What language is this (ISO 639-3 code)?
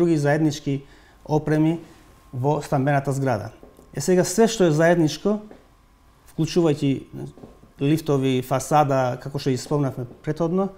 mkd